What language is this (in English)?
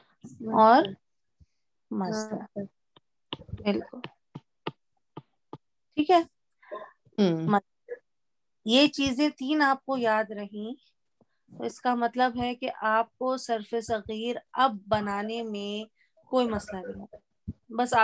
Urdu